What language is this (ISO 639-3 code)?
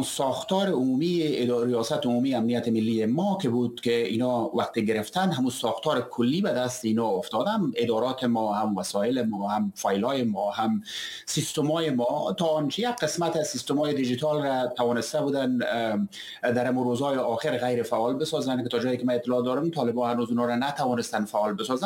fas